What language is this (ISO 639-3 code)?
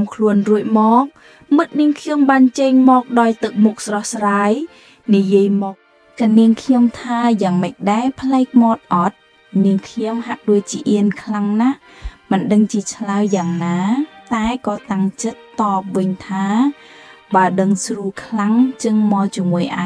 khm